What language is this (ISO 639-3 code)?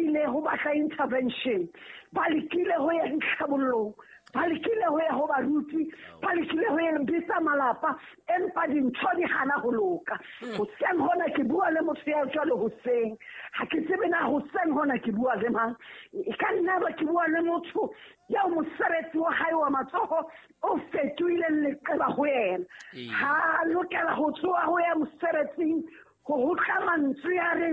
sot